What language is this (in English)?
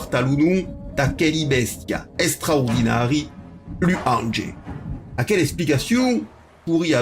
Occitan